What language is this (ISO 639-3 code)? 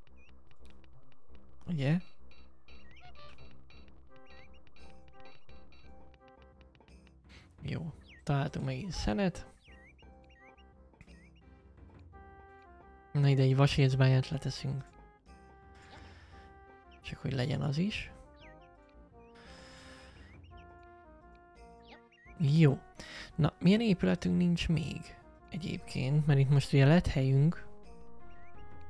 hun